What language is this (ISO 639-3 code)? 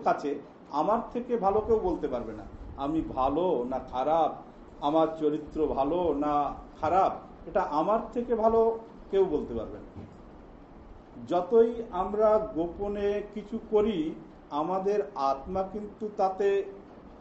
ben